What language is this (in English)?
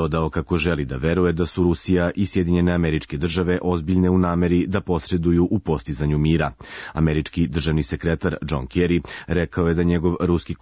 Serbian